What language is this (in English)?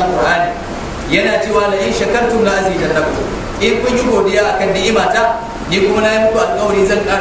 Hausa